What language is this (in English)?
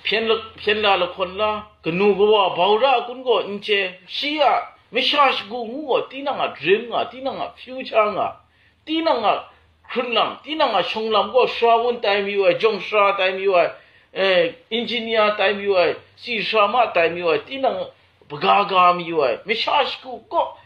Kachin